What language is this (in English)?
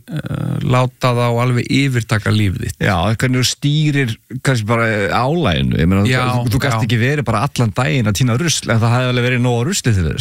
Icelandic